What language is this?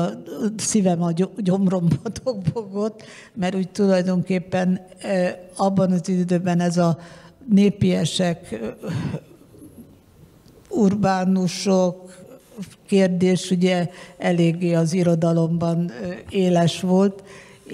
Hungarian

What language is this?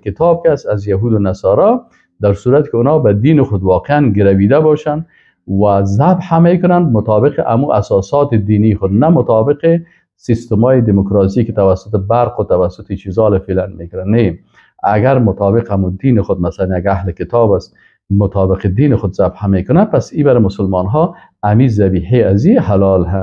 Persian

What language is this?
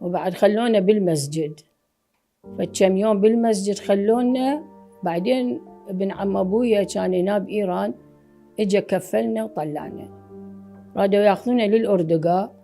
Mesopotamian Arabic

